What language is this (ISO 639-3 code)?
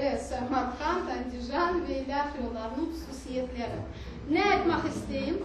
crh